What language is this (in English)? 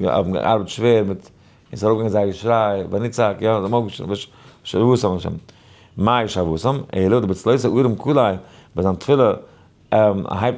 Yiddish